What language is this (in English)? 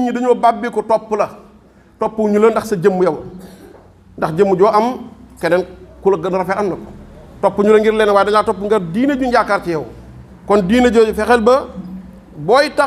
Wolof